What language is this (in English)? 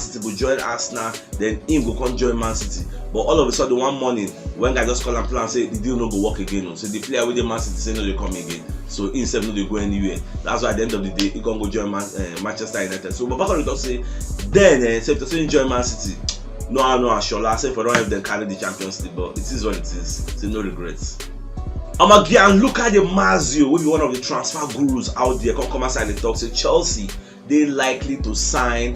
Nigerian Pidgin